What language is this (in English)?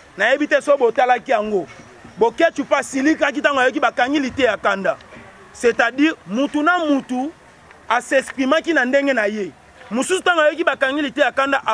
Lingala